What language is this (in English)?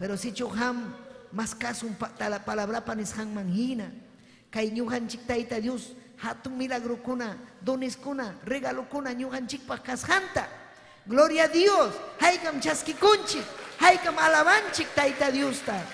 Ayacucho Quechua